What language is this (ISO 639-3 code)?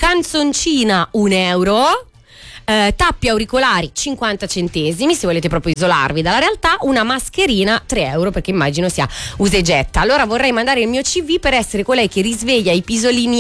ita